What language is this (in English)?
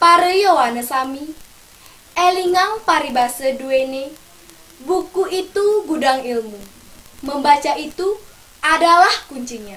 Balinese